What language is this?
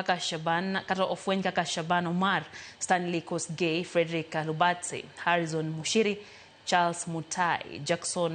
Luo (Kenya and Tanzania)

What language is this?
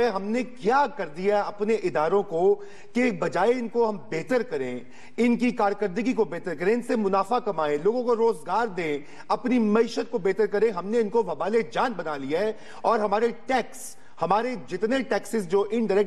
Urdu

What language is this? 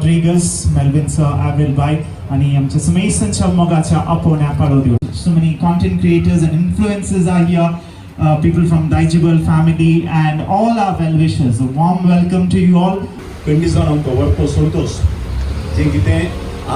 Konkani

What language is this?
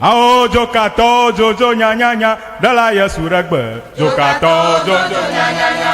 Ewe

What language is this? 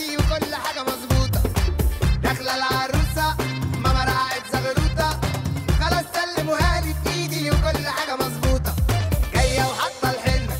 Egyptian Arabic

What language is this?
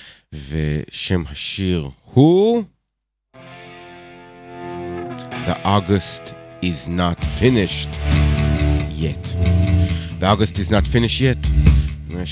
Hebrew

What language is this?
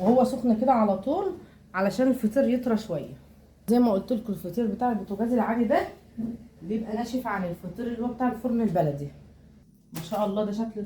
Egyptian Arabic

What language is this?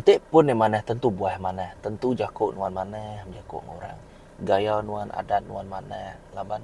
Iban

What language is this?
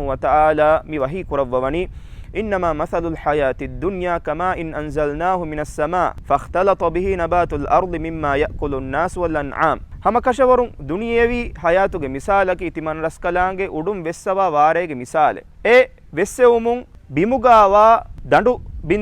Divehi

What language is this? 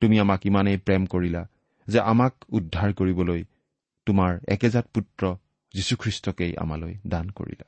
Assamese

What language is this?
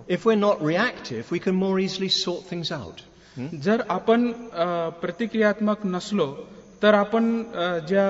Marathi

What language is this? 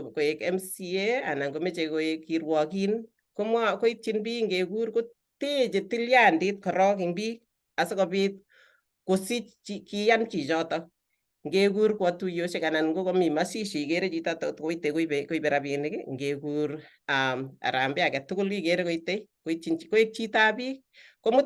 Kalenjin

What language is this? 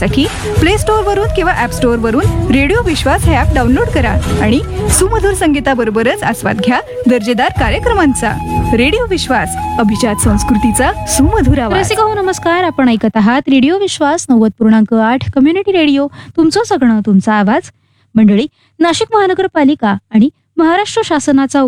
Marathi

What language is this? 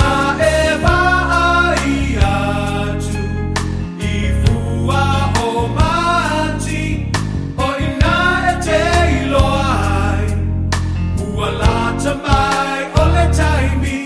Samoan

